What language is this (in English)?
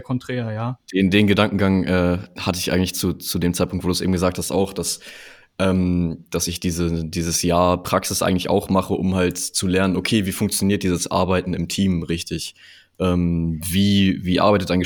German